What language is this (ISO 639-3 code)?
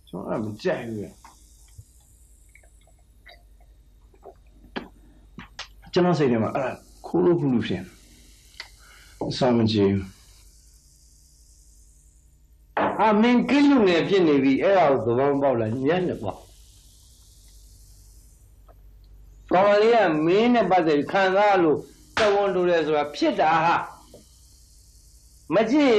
mya